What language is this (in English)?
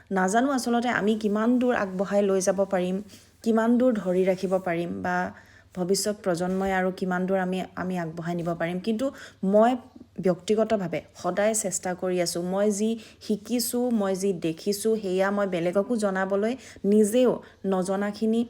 Assamese